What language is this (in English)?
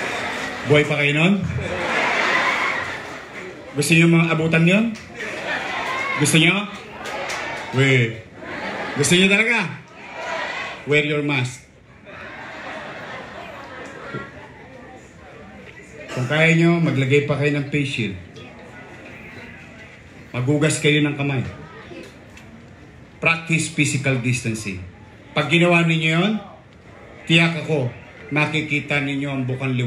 Filipino